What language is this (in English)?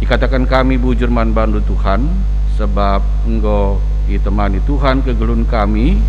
Batak Karo